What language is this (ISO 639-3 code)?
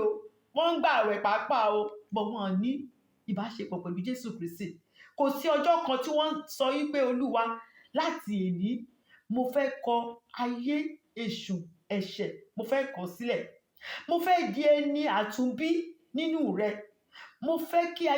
yor